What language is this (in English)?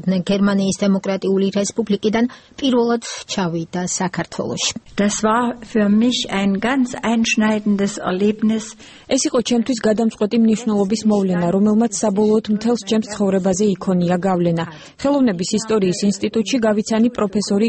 Georgian